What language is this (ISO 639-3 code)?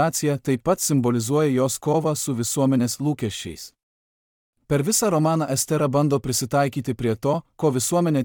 lit